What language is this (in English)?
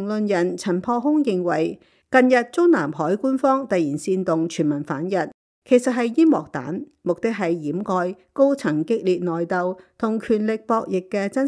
Cantonese